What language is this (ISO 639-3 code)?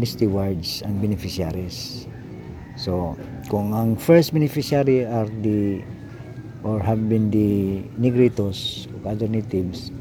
ceb